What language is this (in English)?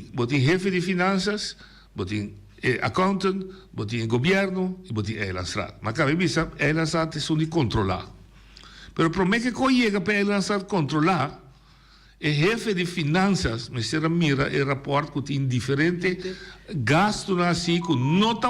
Papiamento